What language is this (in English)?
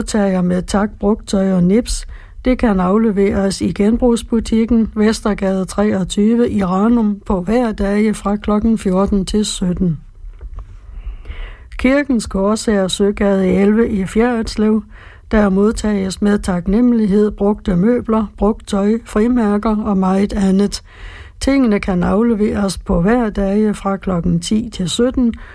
Danish